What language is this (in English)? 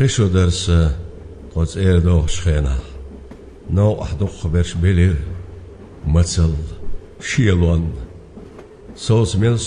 Chechen